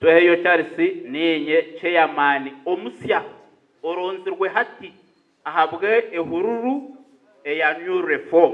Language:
Nyankole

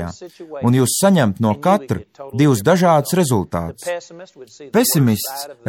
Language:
Latvian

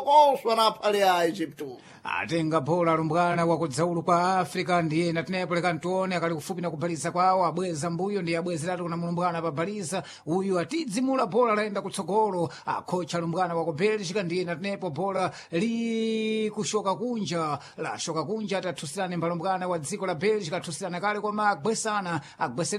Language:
Sena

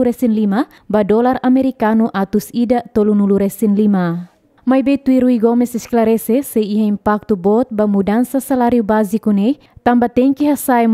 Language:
Tetum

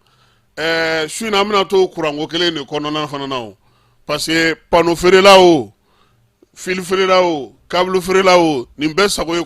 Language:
Bambara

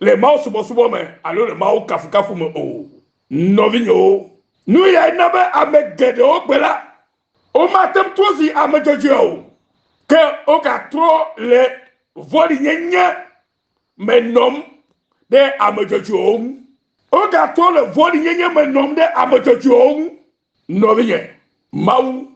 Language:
Ewe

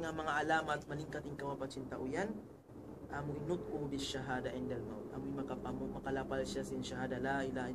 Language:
Tausug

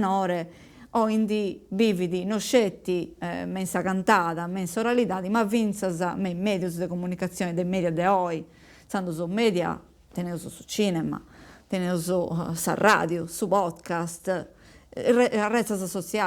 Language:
Sardinian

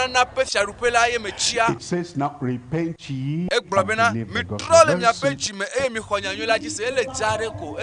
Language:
Ewe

